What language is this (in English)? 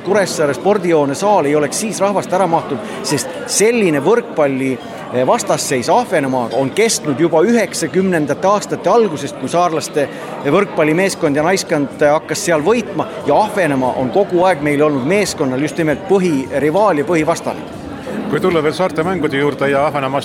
Estonian